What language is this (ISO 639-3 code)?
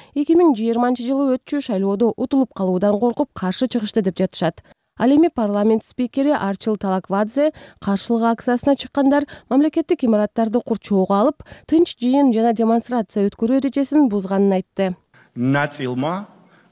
kir